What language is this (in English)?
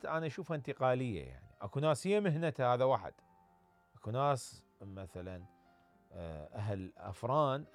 Mesopotamian Arabic